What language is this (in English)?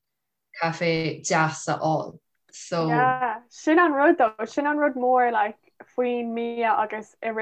Irish